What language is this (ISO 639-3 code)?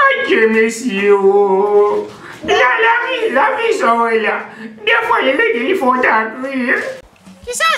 hat